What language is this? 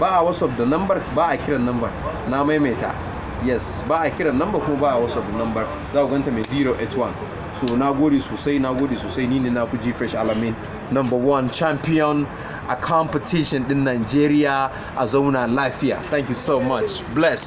Hausa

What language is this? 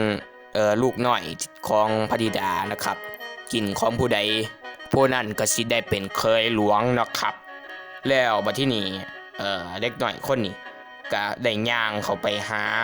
Northeastern Thai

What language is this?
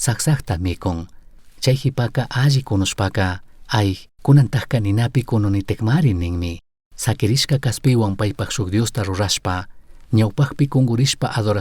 Chimborazo Highland Quichua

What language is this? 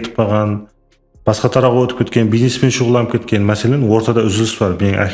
Kara-Kalpak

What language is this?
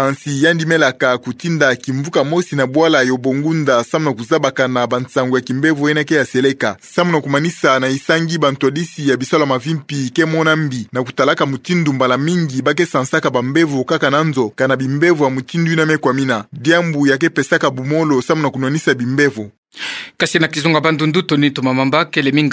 Kituba (Democratic Republic of Congo)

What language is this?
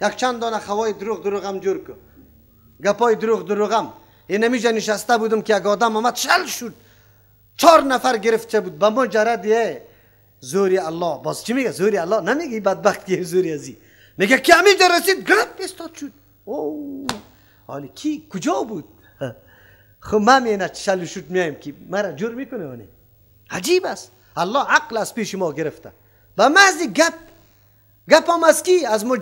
Persian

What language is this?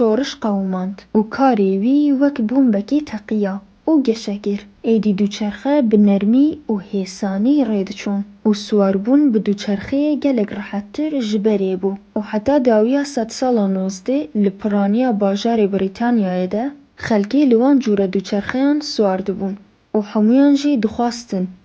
Kurdish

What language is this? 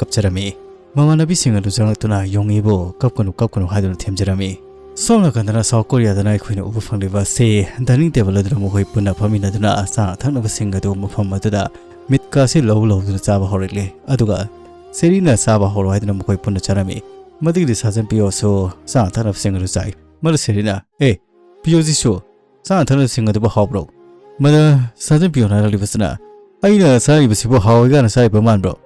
Manipuri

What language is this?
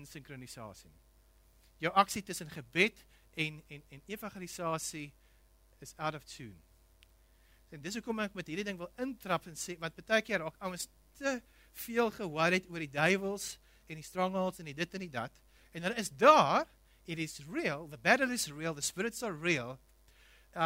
Afrikaans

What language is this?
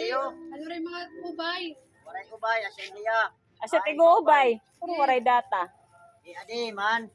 Waray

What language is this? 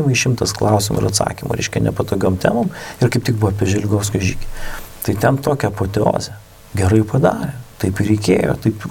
Lithuanian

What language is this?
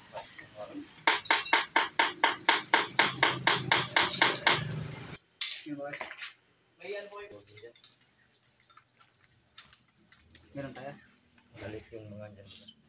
Filipino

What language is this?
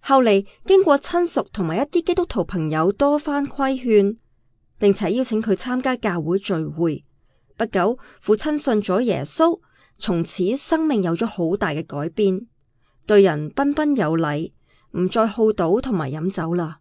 Cantonese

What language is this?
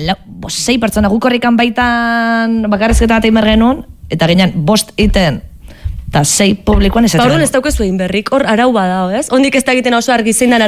Basque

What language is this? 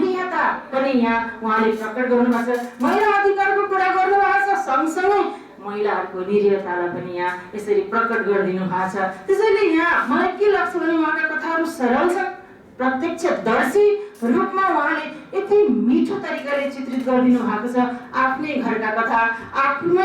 Nepali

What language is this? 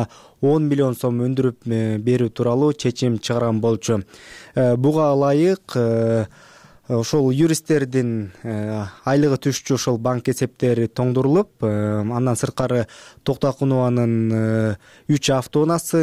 Kyrgyz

